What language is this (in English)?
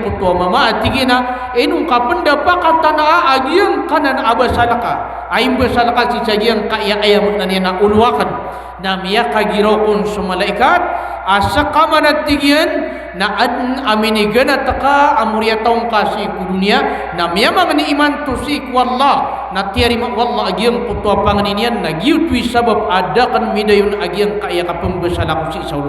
Maranao